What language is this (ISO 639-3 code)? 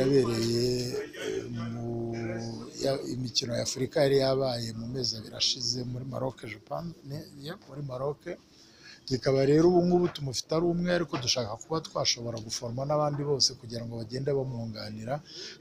kin